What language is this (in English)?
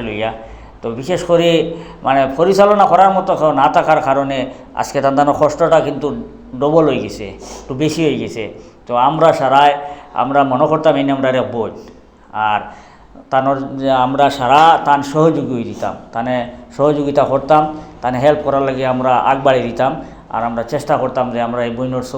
Sylheti